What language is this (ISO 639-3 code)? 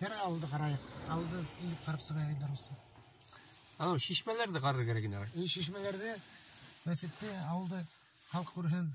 bak